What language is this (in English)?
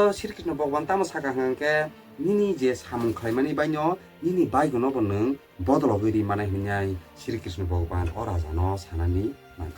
Kok Borok